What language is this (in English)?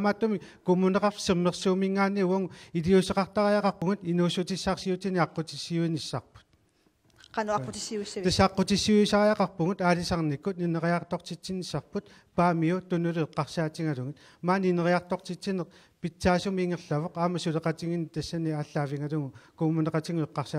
Kalaallisut